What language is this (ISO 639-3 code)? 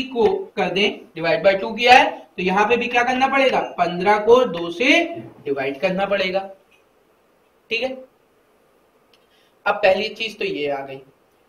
hin